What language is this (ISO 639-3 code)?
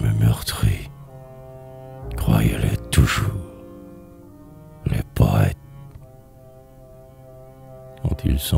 fra